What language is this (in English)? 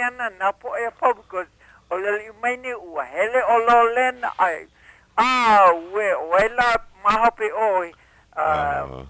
Hawaiian